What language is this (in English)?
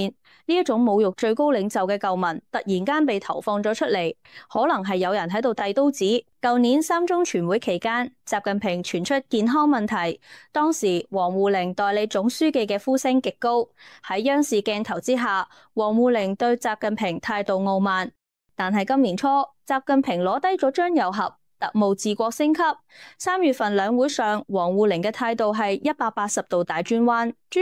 Cantonese